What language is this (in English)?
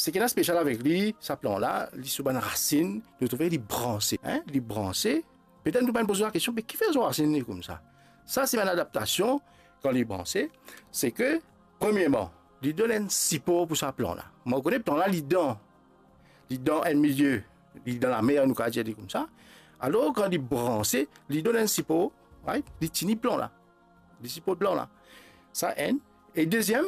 Morisyen